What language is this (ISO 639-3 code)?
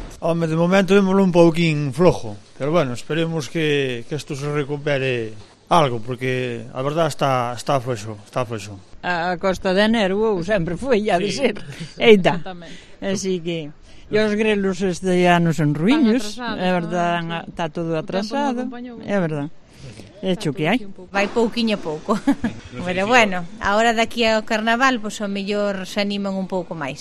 glg